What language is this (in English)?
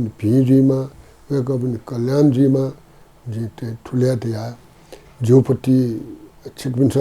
Newari